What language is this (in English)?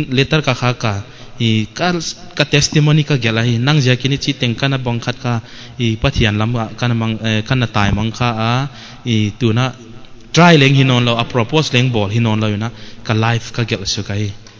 Paite Chin